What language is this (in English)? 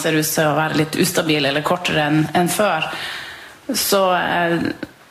Norwegian